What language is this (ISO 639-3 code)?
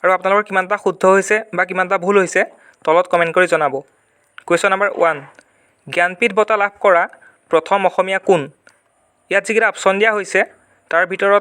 asm